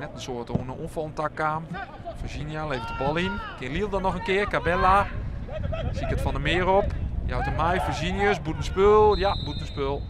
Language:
Western Frisian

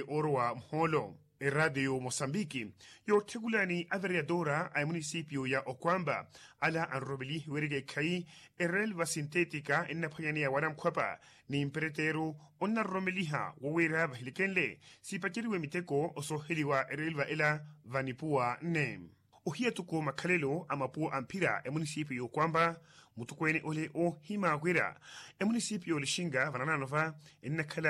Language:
Makhuwa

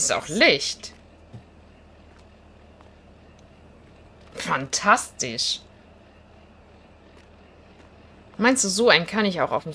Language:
German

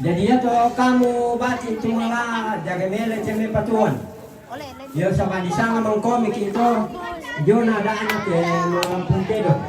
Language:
Toraja-Sa'dan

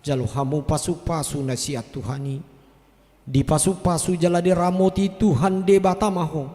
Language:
Batak Toba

